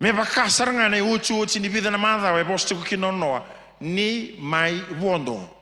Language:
Fijian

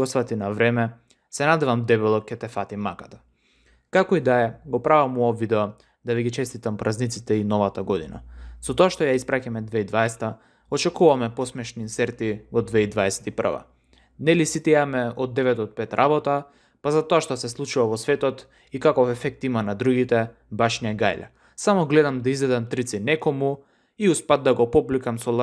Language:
Macedonian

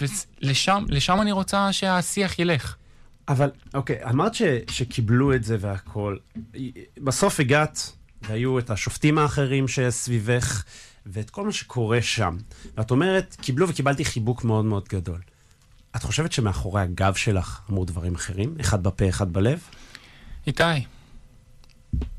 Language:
Hebrew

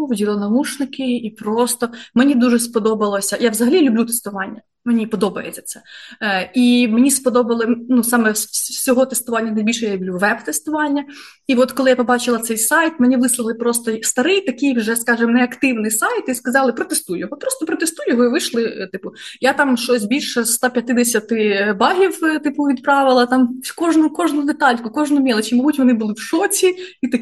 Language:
Ukrainian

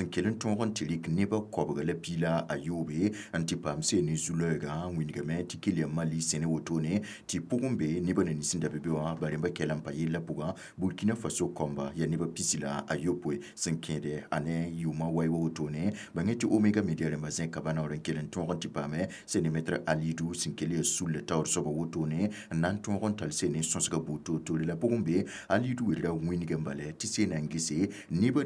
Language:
Mossi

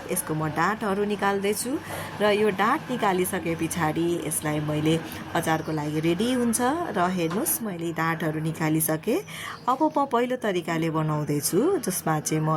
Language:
Nepali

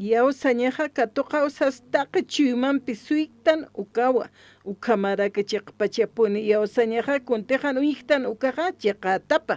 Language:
Aymara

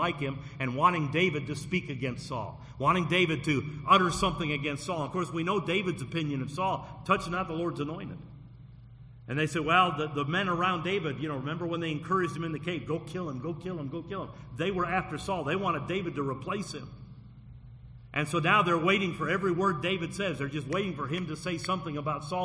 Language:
English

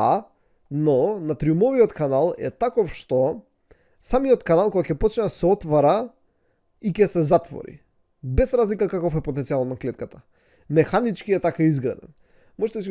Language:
Macedonian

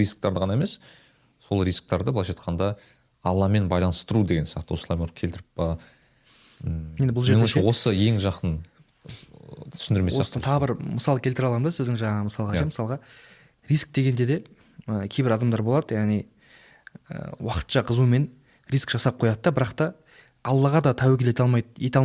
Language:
Kazakh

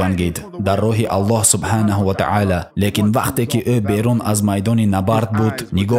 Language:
Tajik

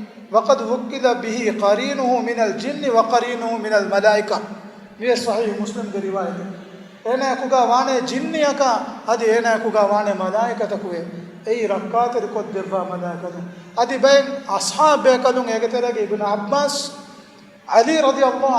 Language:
Divehi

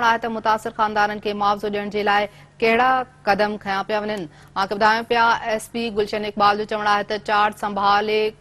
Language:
Sindhi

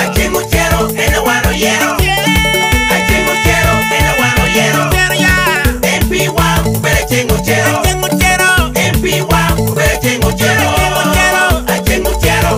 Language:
Lango (Uganda)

